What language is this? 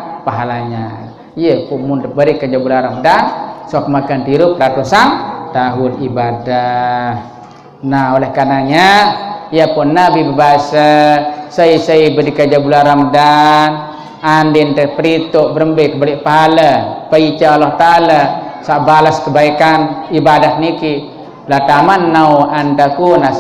Sasak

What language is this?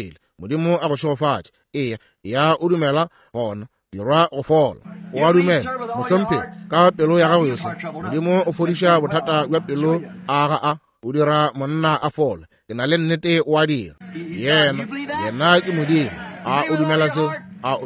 Northern Sotho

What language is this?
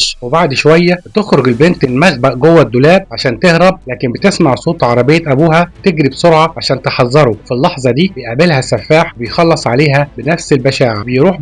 Egyptian Arabic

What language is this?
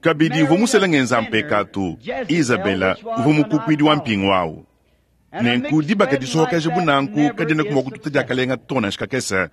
Luba-Lulua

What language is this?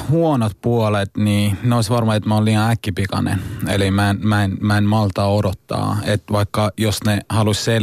Finnish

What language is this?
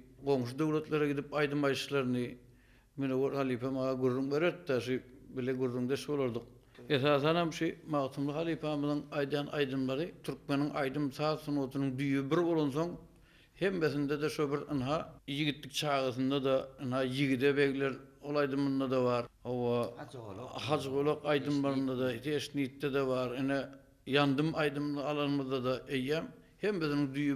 Turkmen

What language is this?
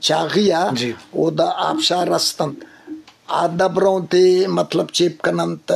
Eastern Balochi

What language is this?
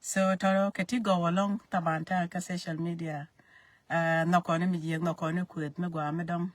Nuer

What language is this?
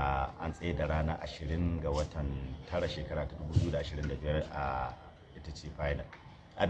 Hausa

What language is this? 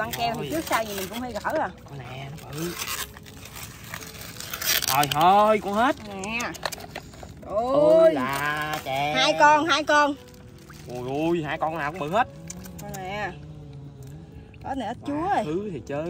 Vietnamese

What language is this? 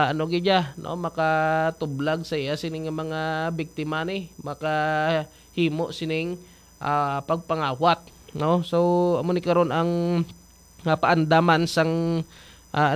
Hiligaynon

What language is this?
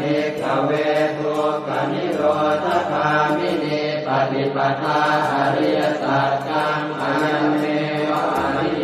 Pali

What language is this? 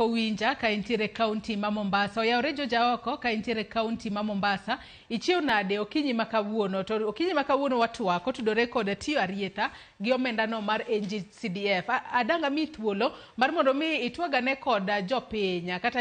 Luo (Kenya and Tanzania)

